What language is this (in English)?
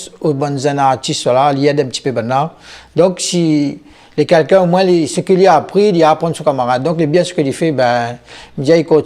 Réunion Creole French